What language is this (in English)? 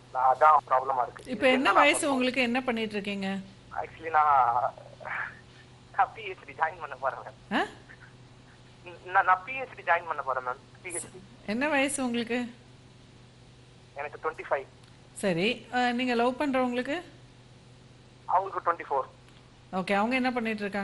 Tamil